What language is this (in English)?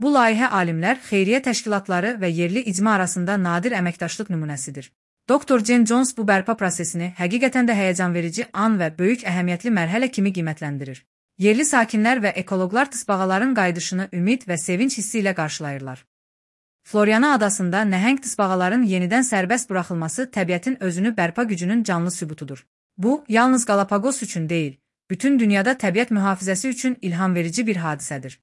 Azerbaijani